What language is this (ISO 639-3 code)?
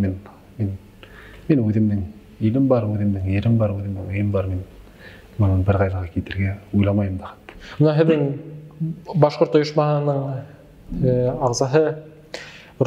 bak